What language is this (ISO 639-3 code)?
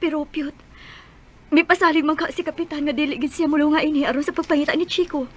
ceb